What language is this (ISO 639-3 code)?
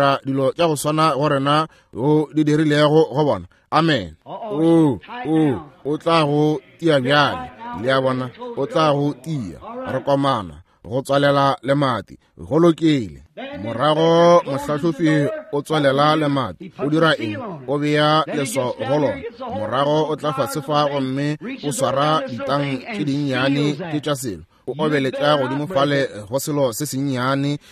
nso